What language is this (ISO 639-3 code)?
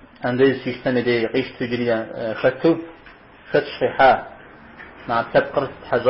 kbd